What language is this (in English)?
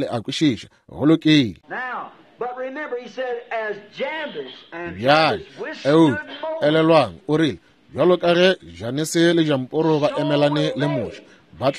Northern Sotho